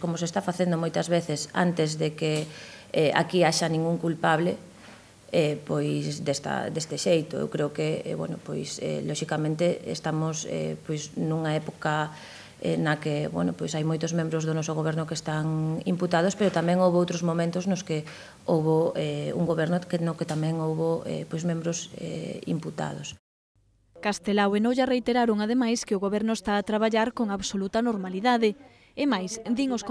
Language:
Galician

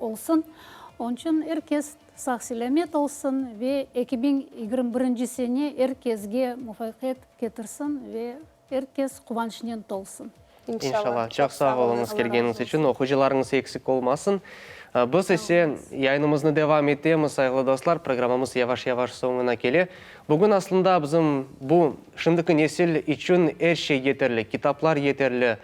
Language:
Crimean Tatar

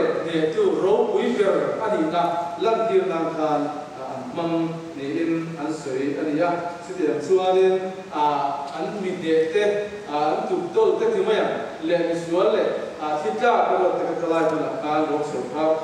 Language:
Mizo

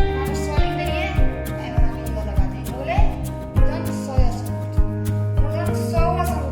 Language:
Maithili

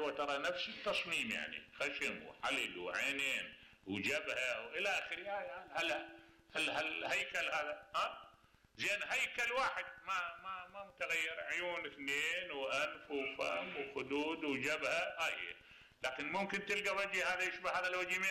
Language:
Mesopotamian Arabic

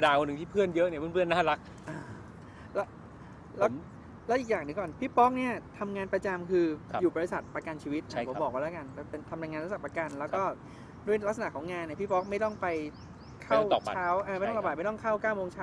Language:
Thai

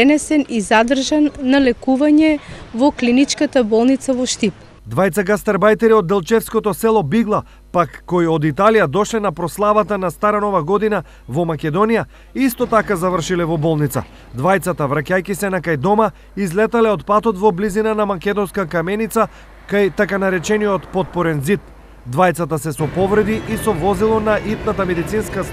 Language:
Macedonian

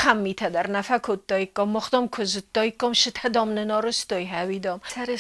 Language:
Ossetic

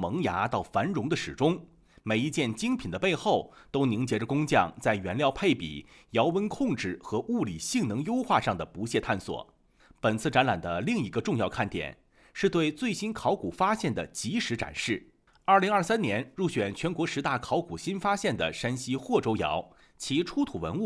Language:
Chinese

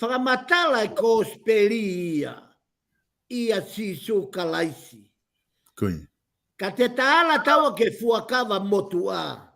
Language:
Tongan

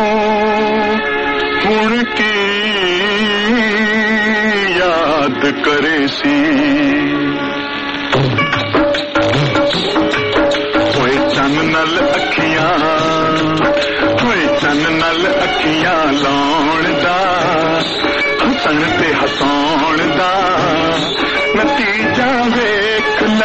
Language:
Punjabi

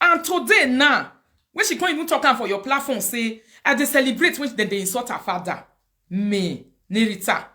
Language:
Nigerian Pidgin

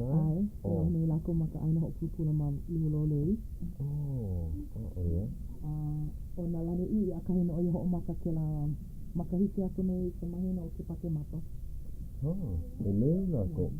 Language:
Hawaiian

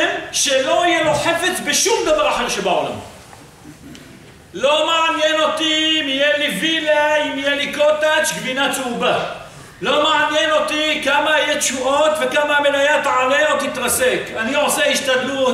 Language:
Hebrew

